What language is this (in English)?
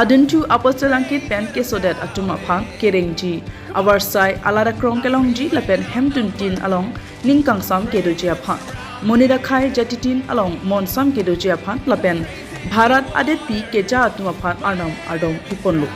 Karbi